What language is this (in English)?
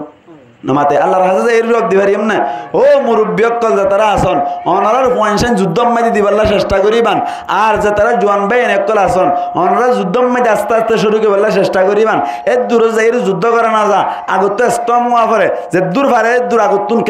Rohingya